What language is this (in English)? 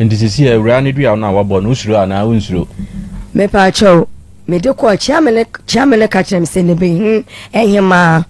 Akan